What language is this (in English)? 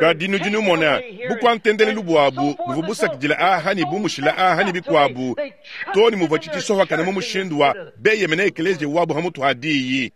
Luba-Lulua